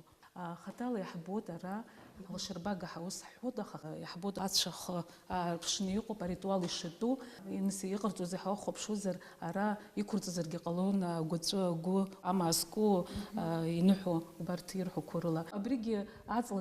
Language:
Abkhazian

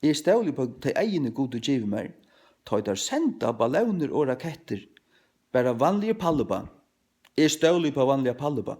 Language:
Faroese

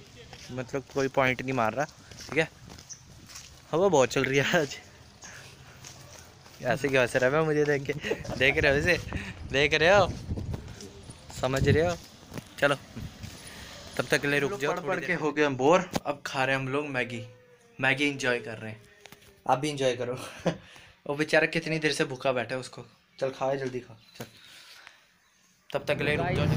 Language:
Hindi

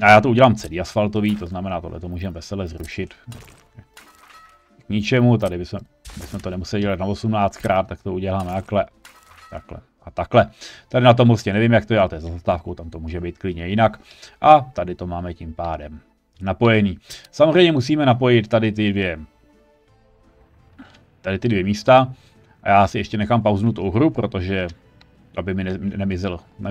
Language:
Czech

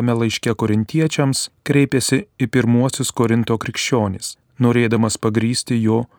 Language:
Lithuanian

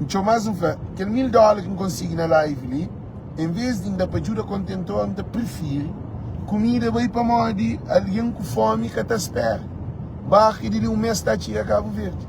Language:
Kabuverdianu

